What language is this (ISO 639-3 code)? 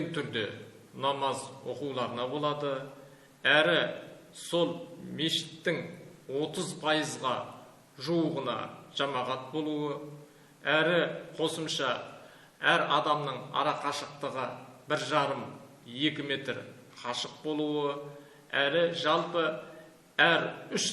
kaz